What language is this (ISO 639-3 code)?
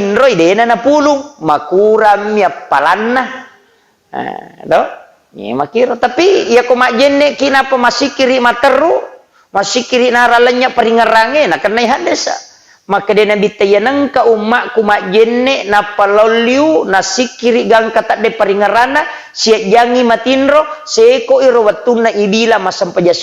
bug